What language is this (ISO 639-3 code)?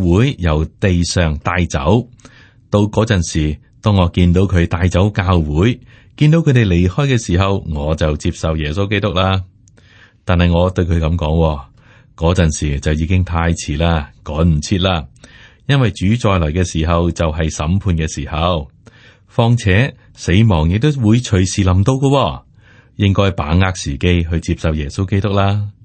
yue